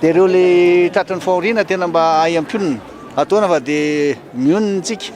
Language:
Malagasy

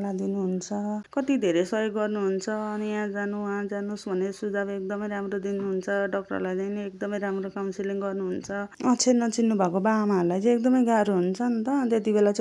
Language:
Nepali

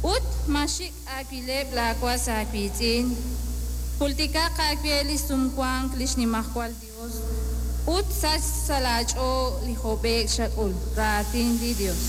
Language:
Kekchí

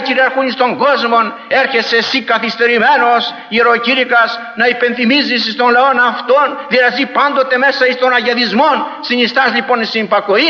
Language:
Greek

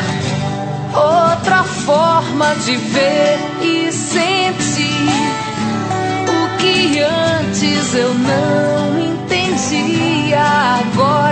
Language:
Portuguese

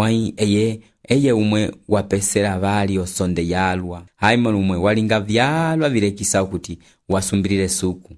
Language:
Umbundu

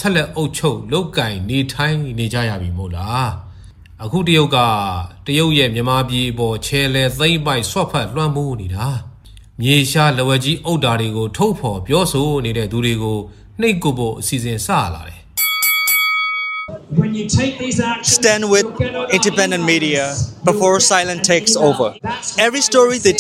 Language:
Burmese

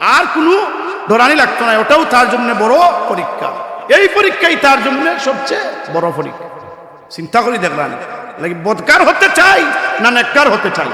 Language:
Sylheti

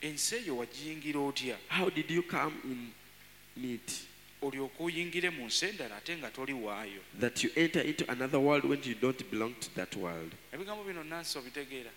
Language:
Ganda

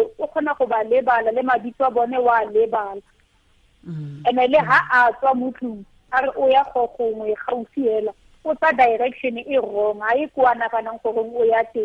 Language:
Tswana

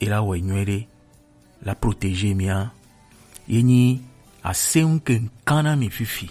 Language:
Gen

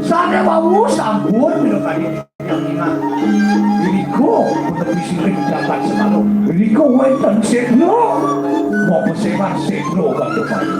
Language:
Balinese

